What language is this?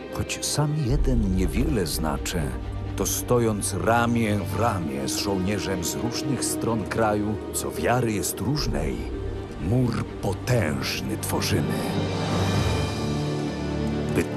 Polish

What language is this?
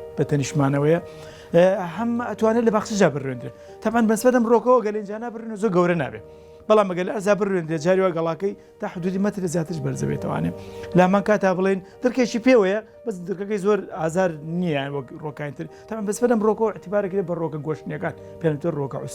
Central Kurdish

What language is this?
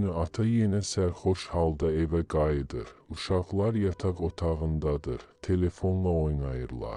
Azerbaijani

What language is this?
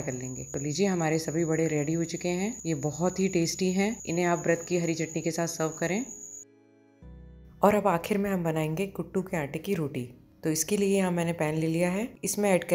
Hindi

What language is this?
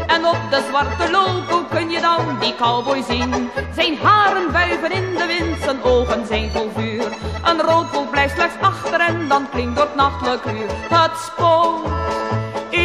Dutch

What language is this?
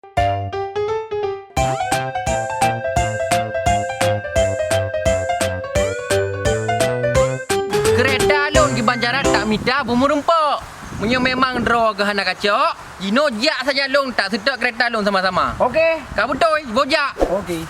Achinese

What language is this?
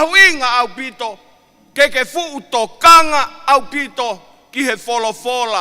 Tongan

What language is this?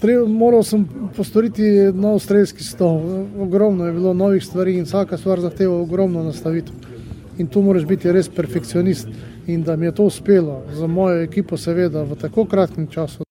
Slovenian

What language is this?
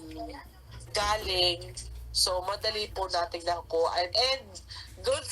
Bikol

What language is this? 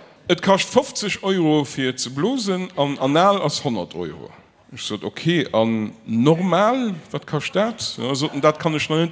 Luxembourgish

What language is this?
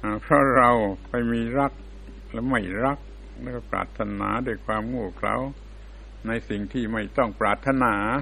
Thai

